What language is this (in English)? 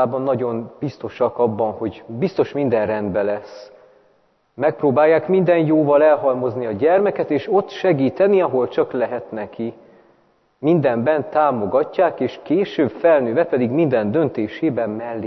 Hungarian